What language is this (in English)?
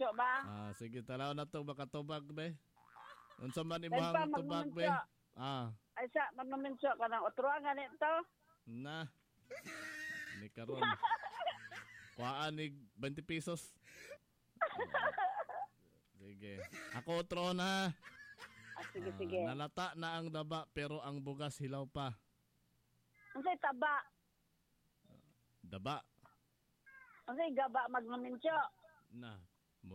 Cebuano